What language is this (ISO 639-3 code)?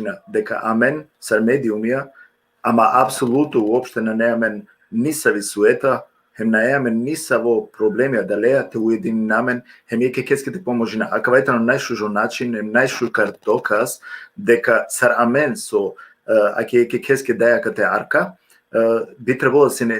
rmn